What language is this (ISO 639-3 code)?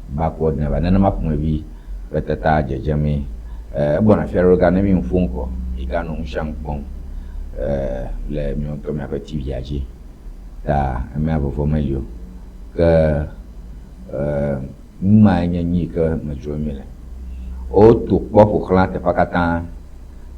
ewe